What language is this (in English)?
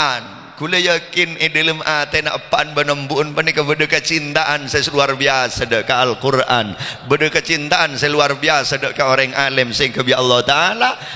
Madurese